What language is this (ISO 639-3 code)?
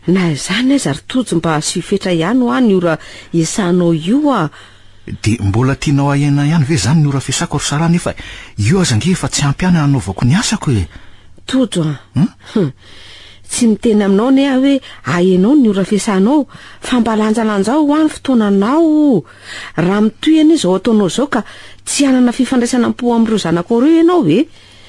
mlg